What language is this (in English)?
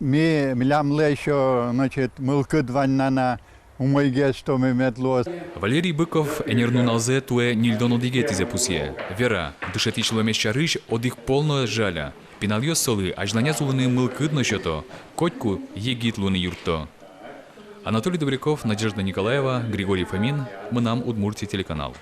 Udmurt